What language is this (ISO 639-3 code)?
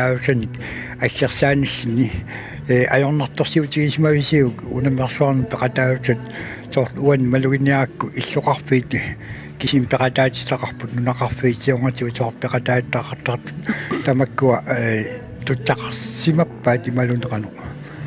kal